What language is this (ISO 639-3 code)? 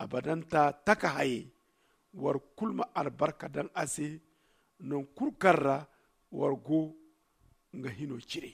dje